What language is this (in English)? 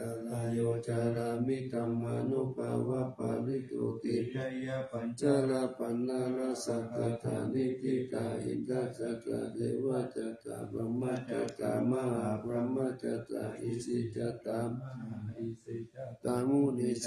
Pali